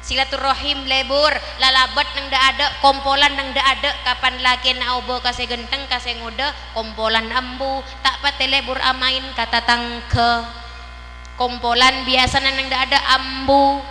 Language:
Madurese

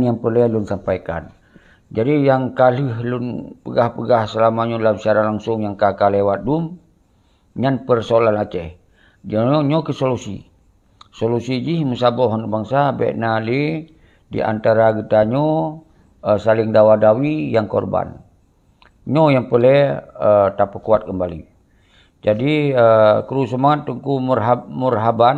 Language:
Achinese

